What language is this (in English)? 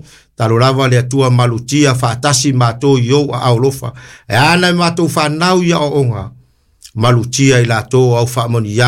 Samoan